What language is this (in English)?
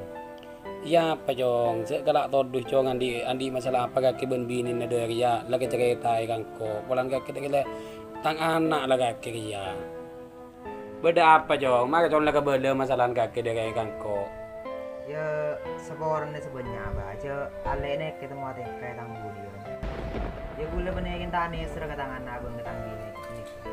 Madurese